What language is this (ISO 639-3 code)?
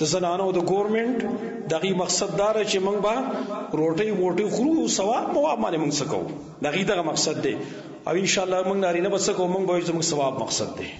pus